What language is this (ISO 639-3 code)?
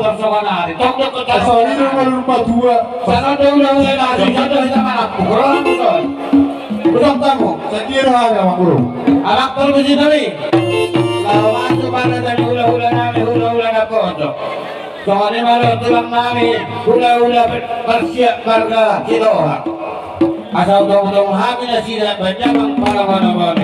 bbc